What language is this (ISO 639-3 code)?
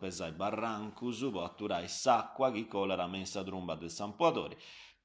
srd